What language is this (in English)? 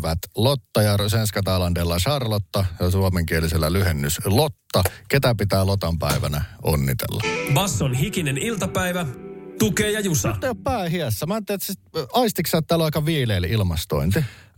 Finnish